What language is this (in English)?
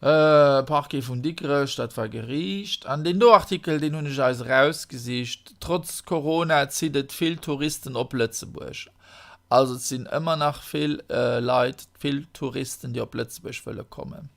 Luxembourgish